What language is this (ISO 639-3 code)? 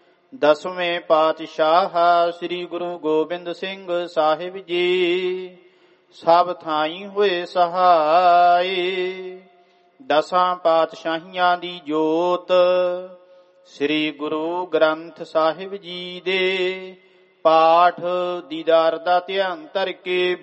pan